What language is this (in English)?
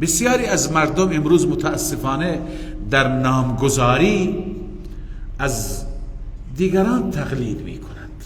Persian